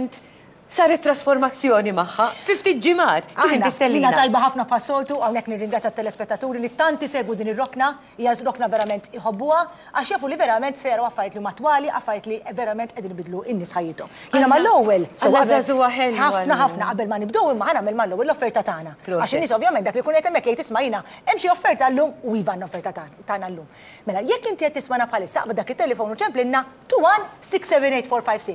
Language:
Maltese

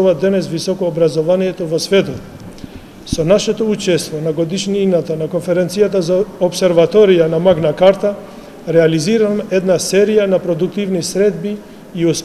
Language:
Macedonian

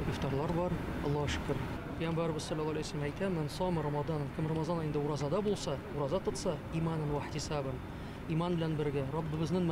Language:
Tatar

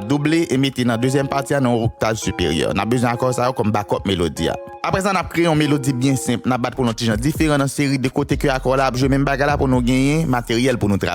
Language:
Haitian Creole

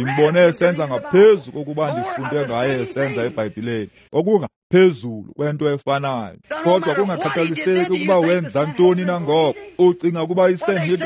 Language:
Xhosa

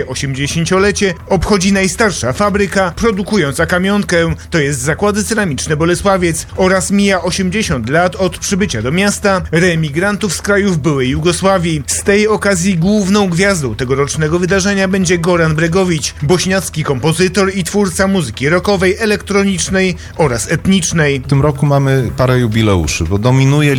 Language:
Polish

